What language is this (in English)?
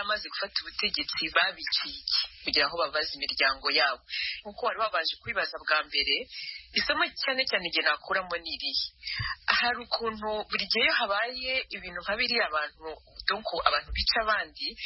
Kinyarwanda